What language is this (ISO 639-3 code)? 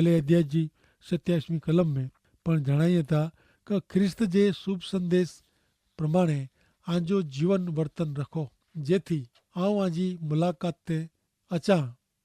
kfr